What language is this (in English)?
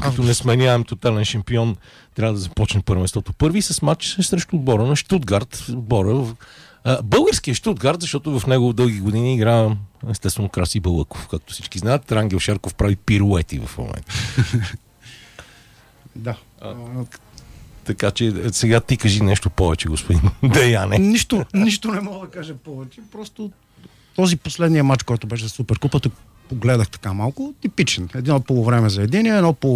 Bulgarian